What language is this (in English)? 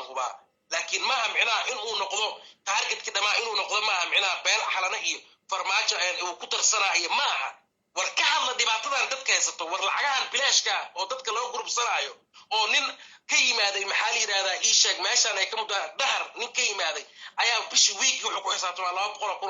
Somali